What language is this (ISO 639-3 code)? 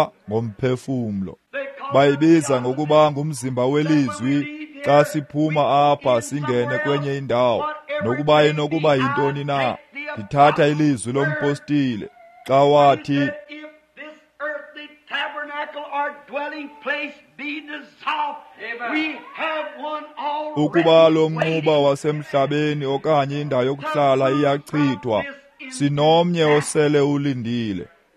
xho